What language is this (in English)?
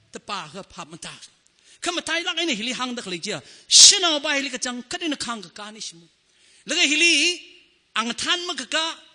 Tangkhul Naga (India)